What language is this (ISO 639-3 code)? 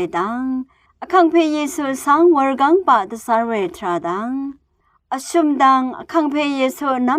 raw